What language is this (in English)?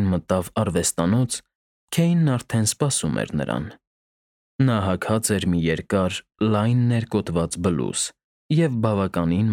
Armenian